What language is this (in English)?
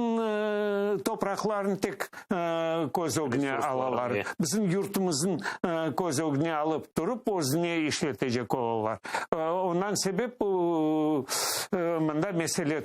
Crimean Tatar